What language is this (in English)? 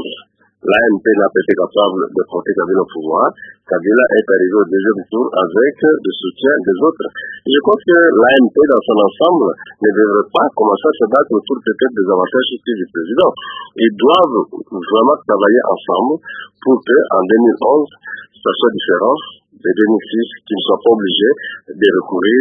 French